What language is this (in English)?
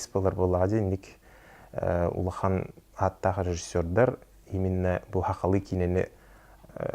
Yakut